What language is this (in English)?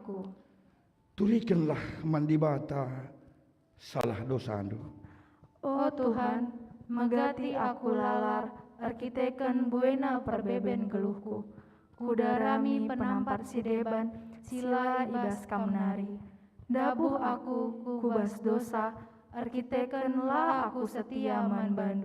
Batak Karo